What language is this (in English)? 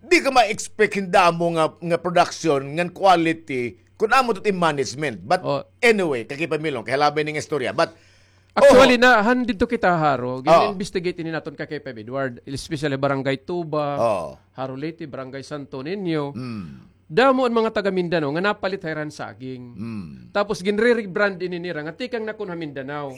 Waray